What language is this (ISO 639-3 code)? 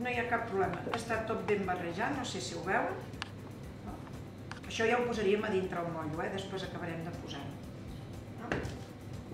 cat